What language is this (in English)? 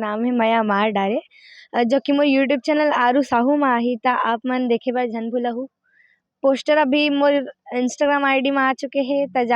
Chhattisgarhi